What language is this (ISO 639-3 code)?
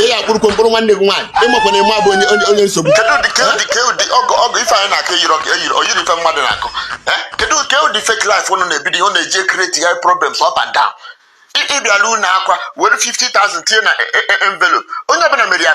ibo